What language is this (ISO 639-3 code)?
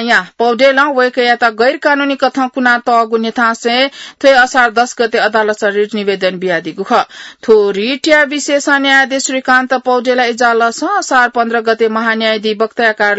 new